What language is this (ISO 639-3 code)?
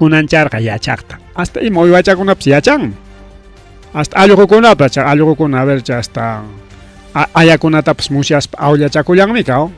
quy